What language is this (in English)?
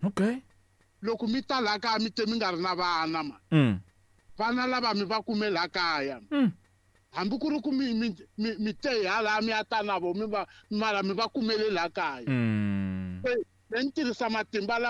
Tsonga